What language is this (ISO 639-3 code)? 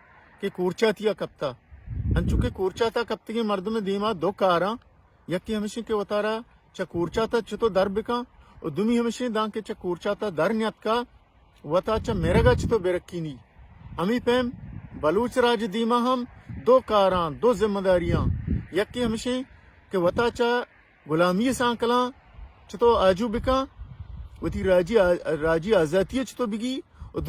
bal